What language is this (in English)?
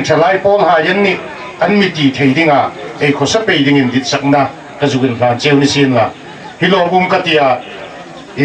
Hmar